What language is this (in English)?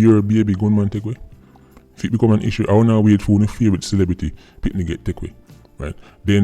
Jamaican Creole English